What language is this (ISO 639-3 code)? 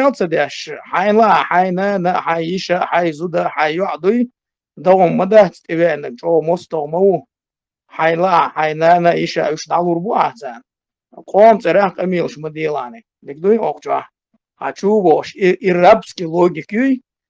che